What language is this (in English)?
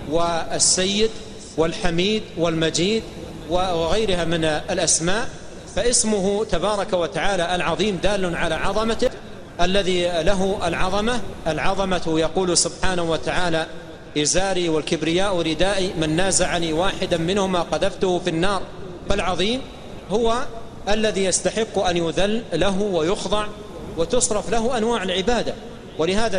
Arabic